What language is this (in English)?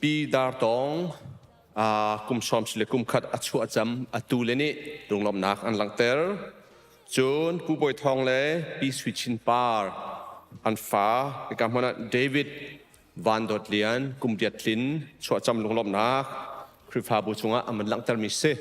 Hakha Chin